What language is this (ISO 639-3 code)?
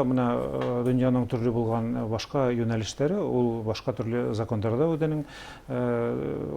bak